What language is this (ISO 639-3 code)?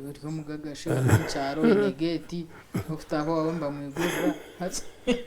nyn